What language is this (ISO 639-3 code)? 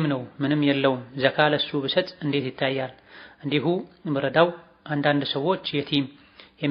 amh